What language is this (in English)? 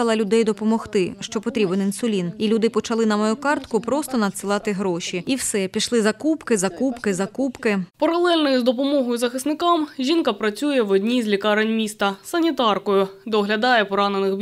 Ukrainian